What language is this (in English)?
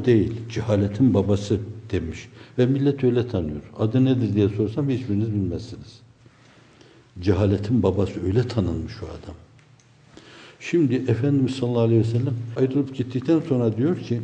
Turkish